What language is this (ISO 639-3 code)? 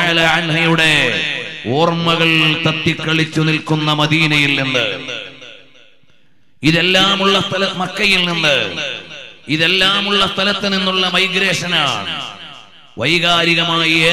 mal